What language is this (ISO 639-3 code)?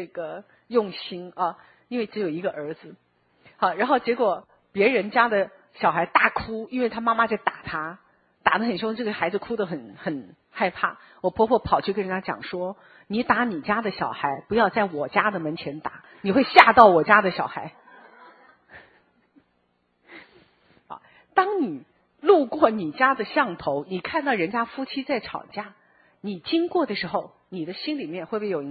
zho